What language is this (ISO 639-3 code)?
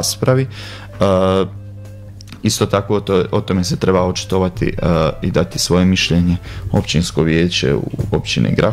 hrv